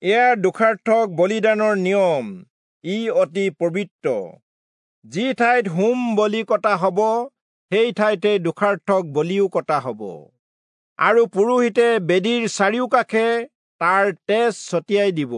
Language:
Assamese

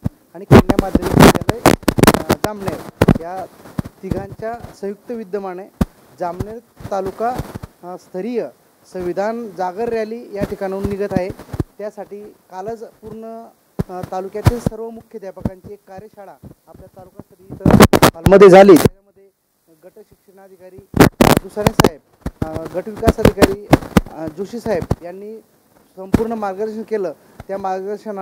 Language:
Marathi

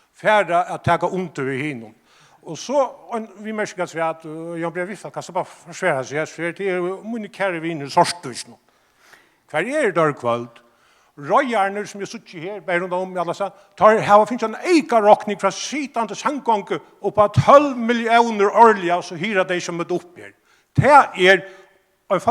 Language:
Faroese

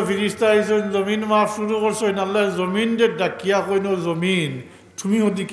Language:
Sylheti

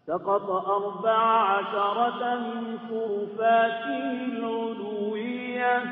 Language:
Arabic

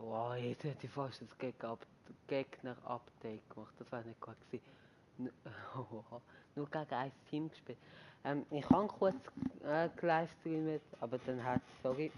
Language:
Swiss German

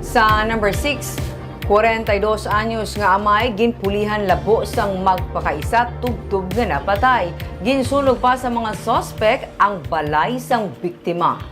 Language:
Hiligaynon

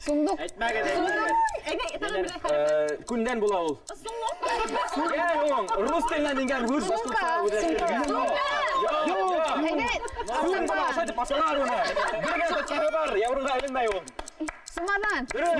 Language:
Bashkir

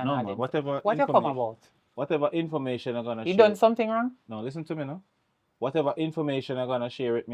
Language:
Jamaican Creole English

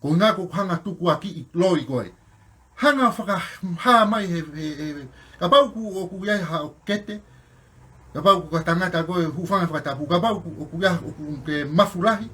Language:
Tongan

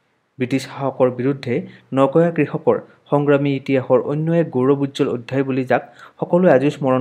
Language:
Assamese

